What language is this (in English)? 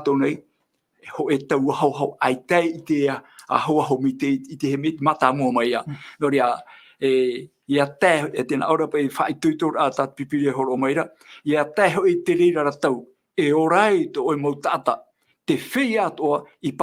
Tahitian